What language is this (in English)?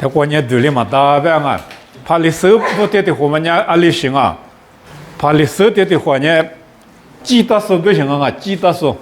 Lisu